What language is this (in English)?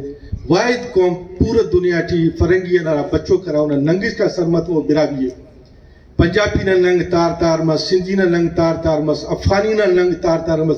Brahui